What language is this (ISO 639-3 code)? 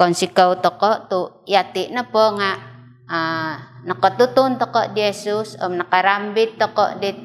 dtp